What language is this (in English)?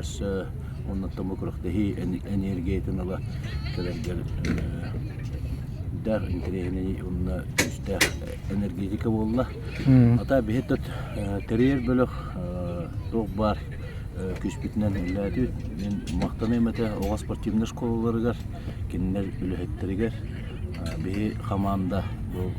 Yakut